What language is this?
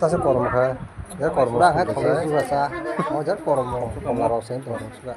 Kok Borok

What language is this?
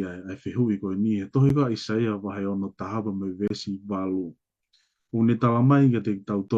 Tongan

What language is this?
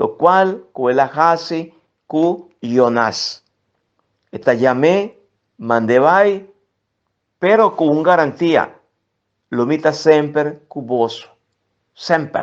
Papiamento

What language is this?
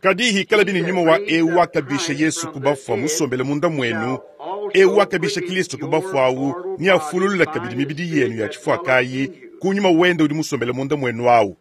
Luba-Lulua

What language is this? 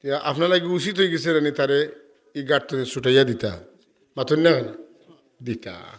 Sylheti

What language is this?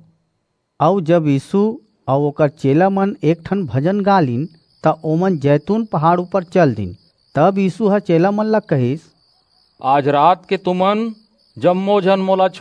Chhattisgarhi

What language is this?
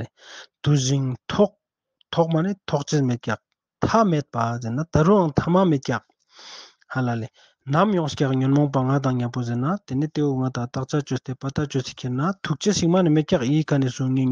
Ladakhi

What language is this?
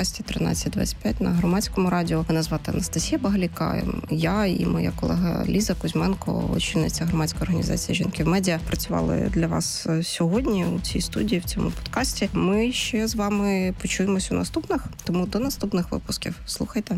Ukrainian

